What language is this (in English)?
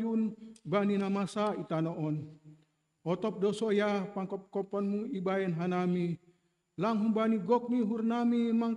Batak Simalungun